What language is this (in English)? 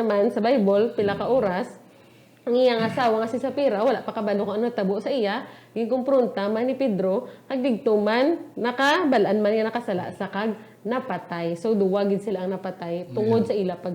Hiligaynon